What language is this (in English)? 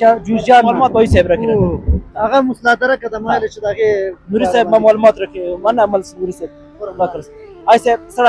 Pashto